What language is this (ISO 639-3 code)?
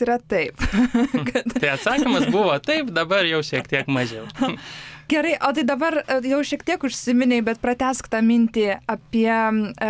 lit